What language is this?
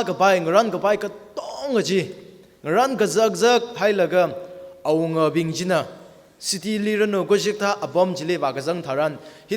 Tangkhul Naga (India)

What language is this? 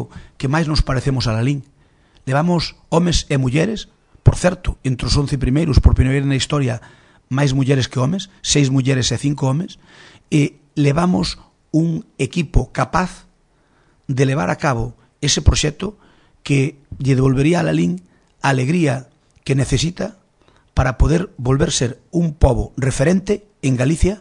Galician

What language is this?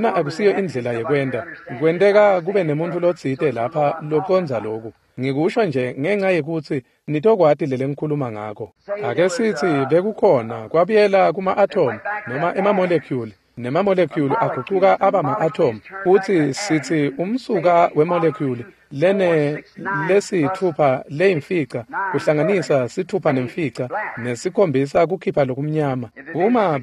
Swati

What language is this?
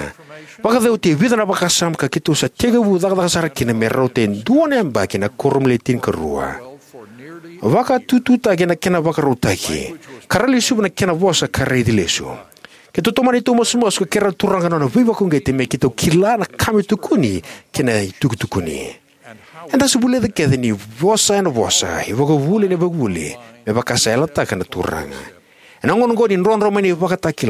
Fijian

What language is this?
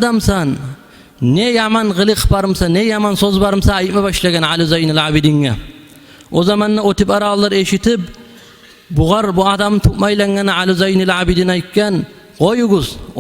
Kumyk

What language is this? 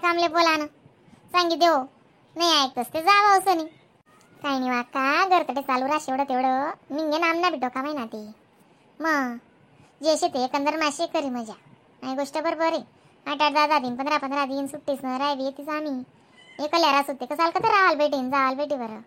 Khandesi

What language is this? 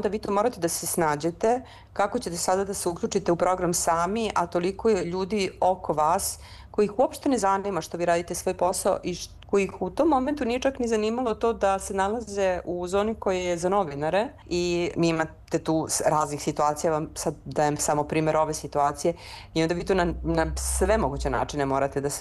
Serbian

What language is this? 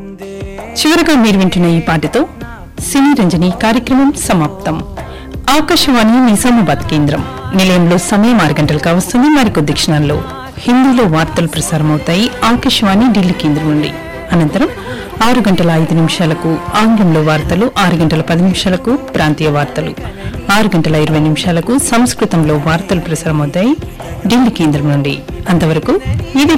Telugu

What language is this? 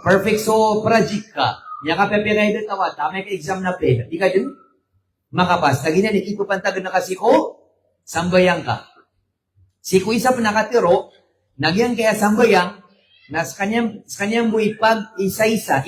Maranao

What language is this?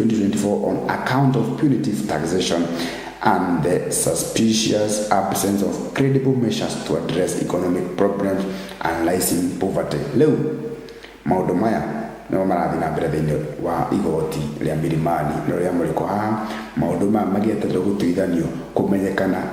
Kikuyu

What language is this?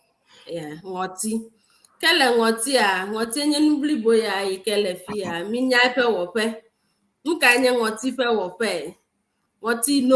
Ewe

